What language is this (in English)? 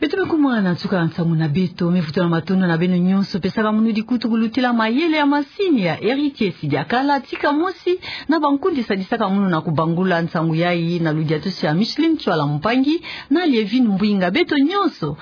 Kituba (Democratic Republic of Congo)